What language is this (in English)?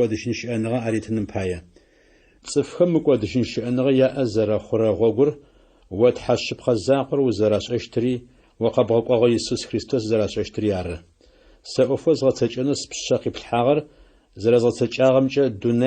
Adyghe